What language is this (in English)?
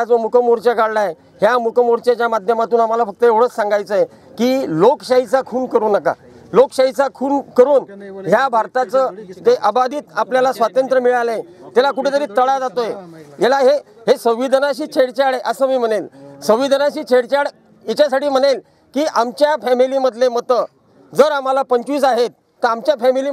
Marathi